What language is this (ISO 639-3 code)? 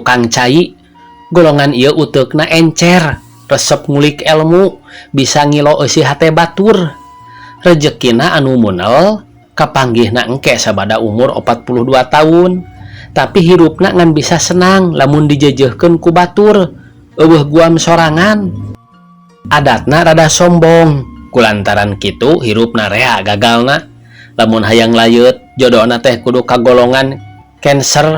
sun